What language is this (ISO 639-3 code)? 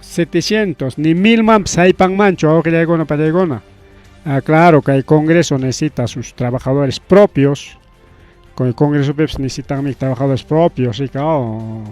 quy